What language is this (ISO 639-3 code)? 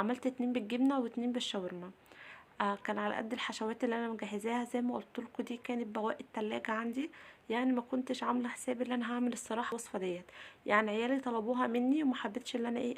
arz